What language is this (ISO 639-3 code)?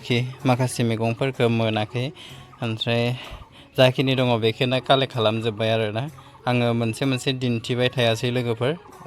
brx